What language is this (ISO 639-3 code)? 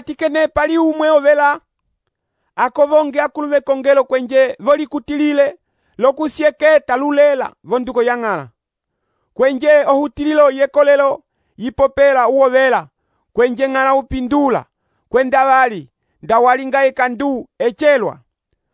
umb